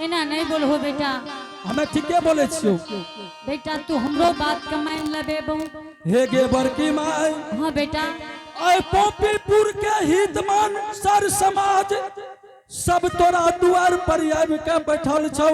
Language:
Angika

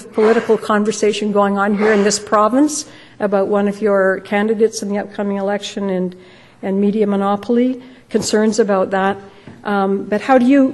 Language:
English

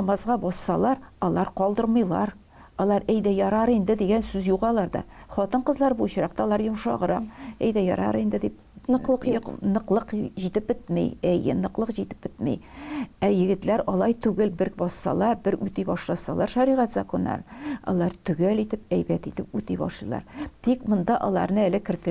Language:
Tatar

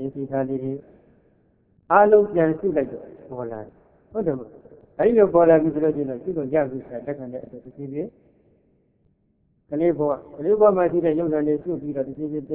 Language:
Burmese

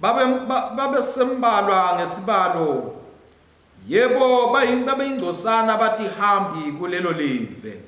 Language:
Swati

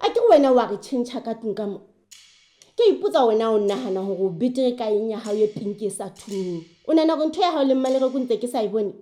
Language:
Southern Sotho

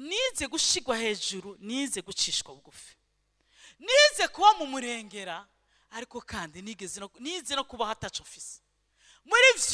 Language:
Rundi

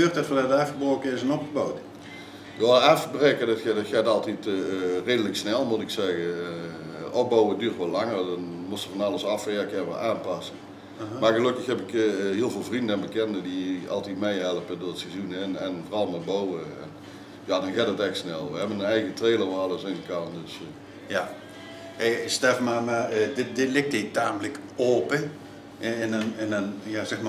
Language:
Limburgish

